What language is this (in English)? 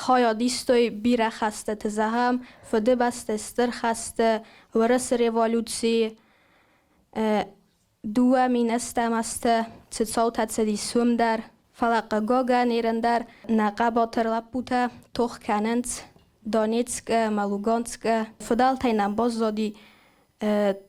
Ossetic